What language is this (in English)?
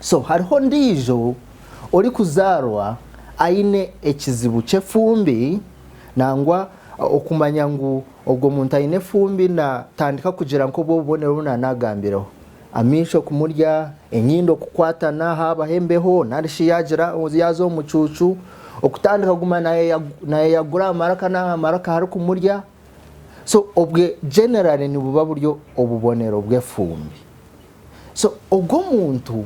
Nyankole